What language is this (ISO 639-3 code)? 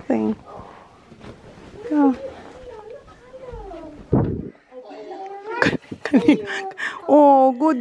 fil